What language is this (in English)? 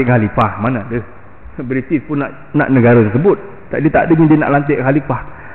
Malay